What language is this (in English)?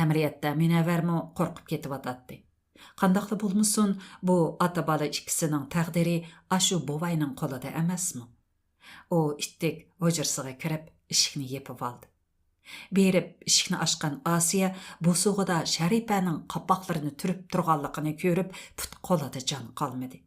Uyghur